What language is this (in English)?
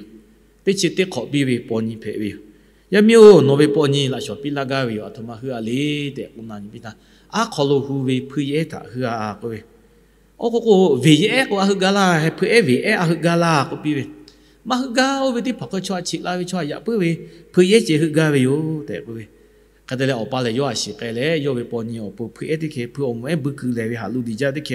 Lahu